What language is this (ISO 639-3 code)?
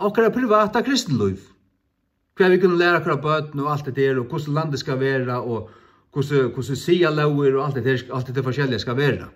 fao